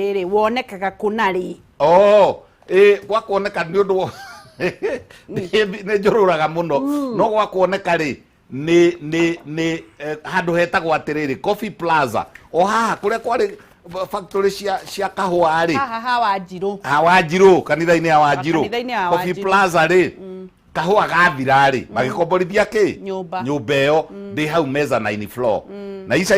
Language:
Kikuyu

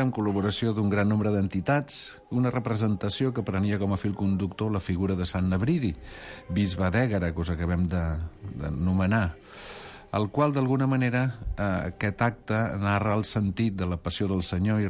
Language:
Catalan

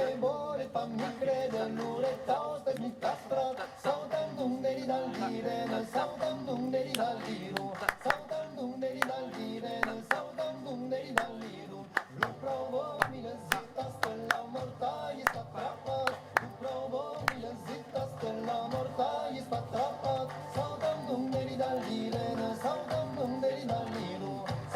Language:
Occitan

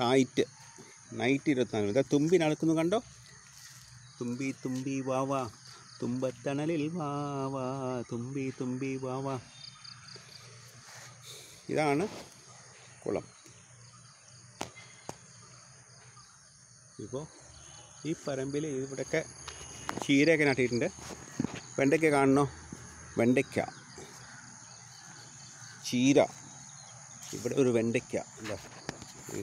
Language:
Malayalam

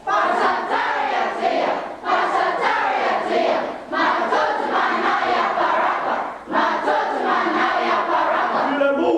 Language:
Samoan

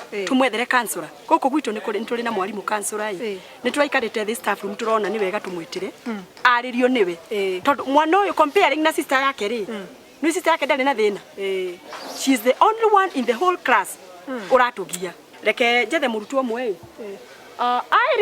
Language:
Kikuyu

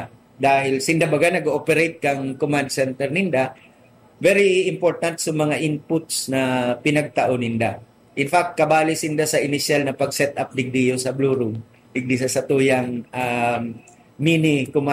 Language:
Bikol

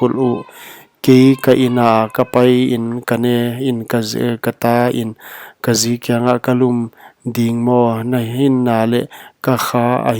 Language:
Paite Chin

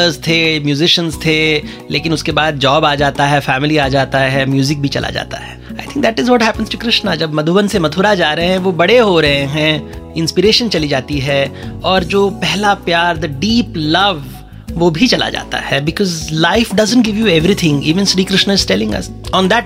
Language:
Hindi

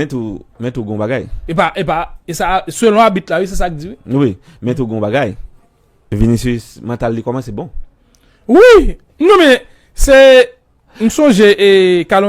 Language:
Haitian Creole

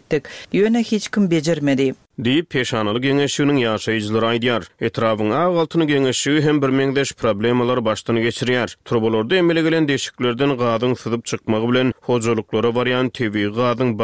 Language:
Turkmen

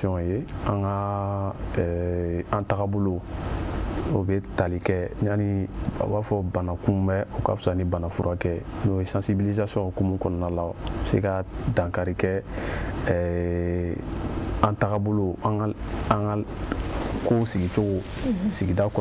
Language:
Bambara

